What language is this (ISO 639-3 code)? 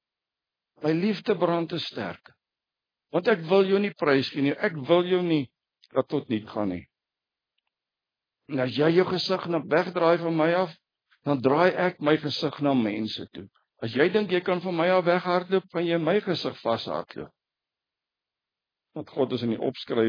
afr